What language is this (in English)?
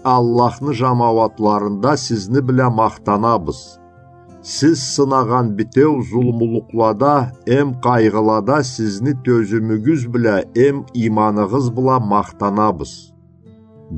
Karachay-Balkar